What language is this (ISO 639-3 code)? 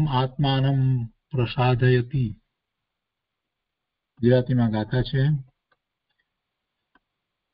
guj